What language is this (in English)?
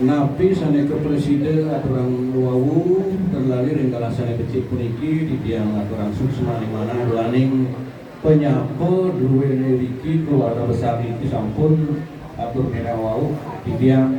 Balinese